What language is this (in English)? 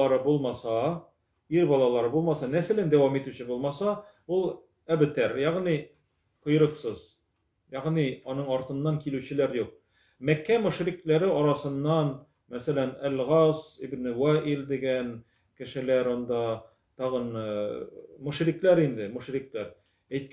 Tatar